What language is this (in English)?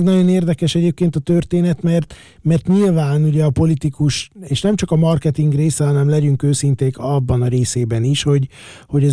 Hungarian